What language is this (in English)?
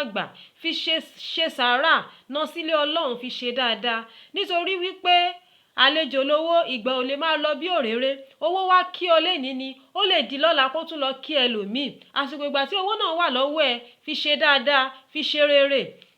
Yoruba